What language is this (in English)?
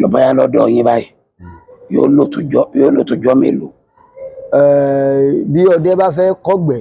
Yoruba